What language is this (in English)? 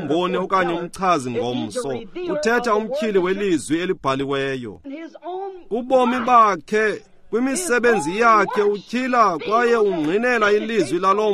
Xhosa